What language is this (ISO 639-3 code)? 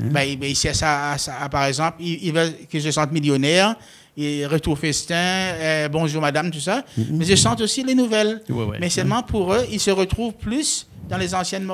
rcf